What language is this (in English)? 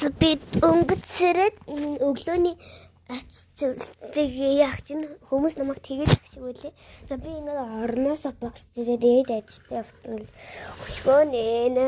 Mongolian